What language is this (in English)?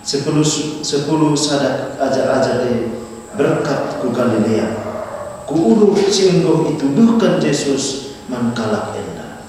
Batak Karo